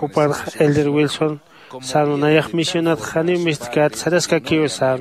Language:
Aymara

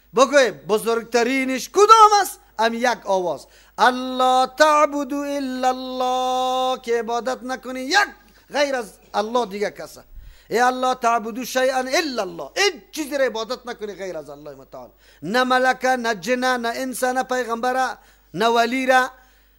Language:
Persian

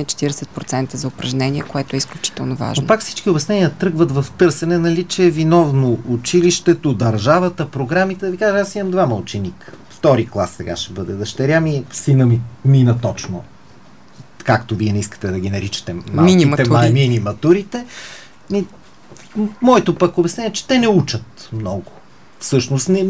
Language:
Bulgarian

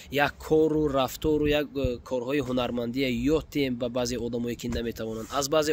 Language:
Tajik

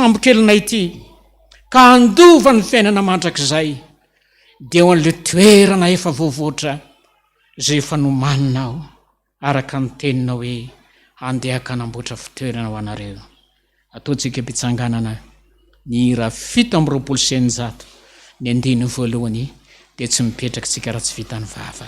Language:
Malagasy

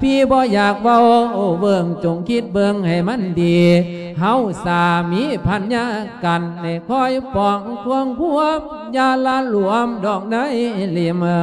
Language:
Lao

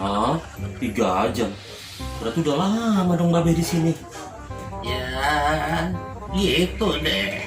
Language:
Betawi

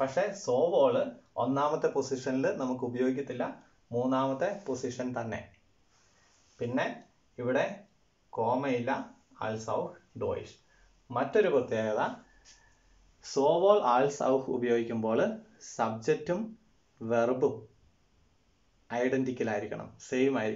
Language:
Malayalam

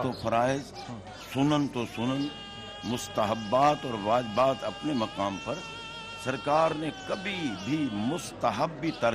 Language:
Urdu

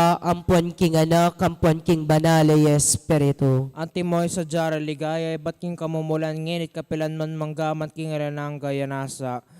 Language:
Pampanga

